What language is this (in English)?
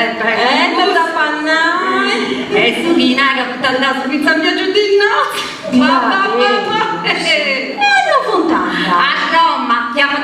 Sardinian